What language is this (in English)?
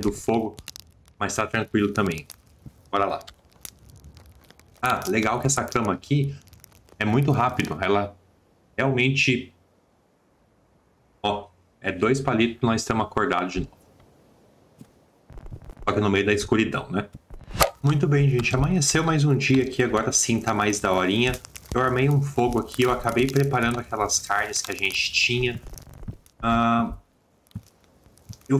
Portuguese